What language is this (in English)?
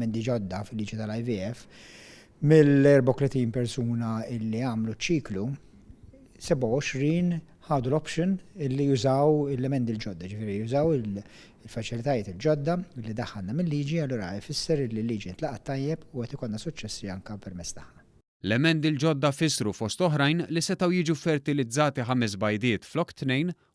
Maltese